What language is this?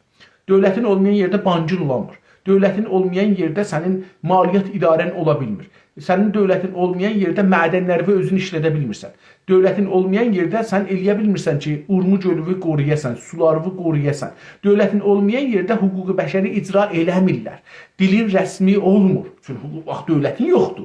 South Azerbaijani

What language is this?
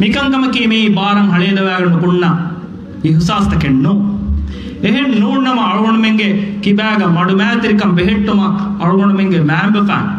Divehi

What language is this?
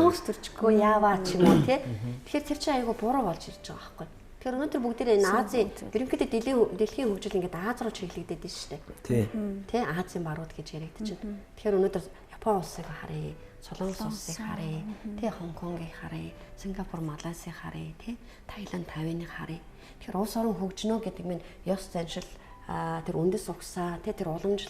Mongolian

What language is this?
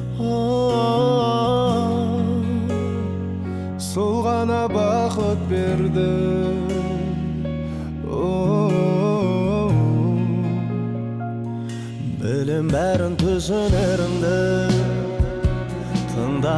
Kazakh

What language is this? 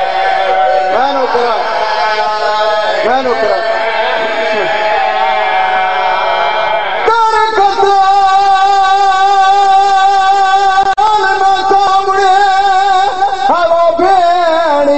Urdu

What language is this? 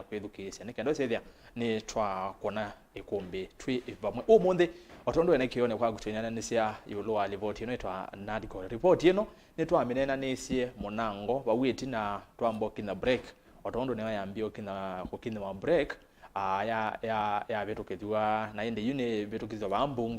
Kamba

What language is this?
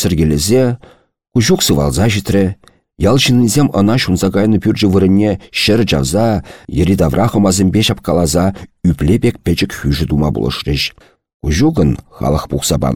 Chuvash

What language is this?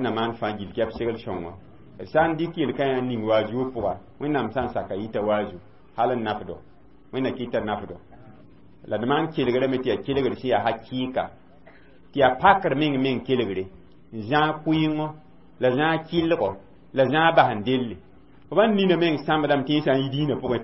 Mossi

